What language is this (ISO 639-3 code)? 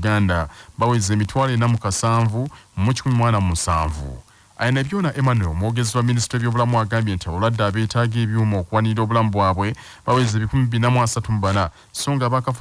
lug